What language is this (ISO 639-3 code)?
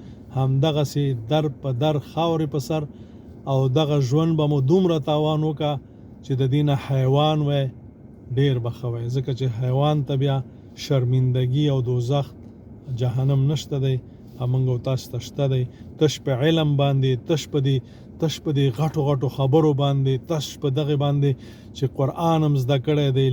pus